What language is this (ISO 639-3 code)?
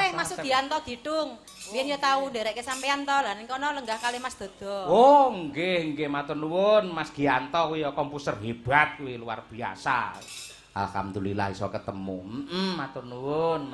jav